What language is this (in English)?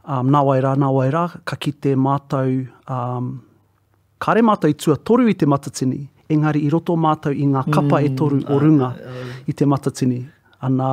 Māori